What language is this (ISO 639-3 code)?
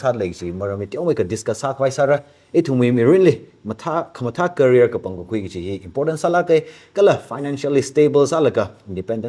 nmf